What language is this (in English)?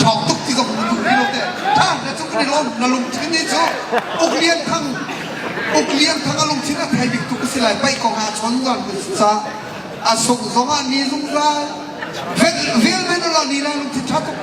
Hakha Chin